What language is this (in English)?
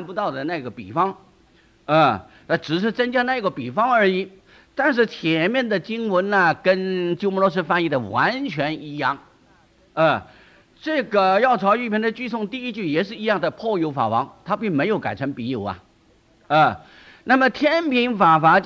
Chinese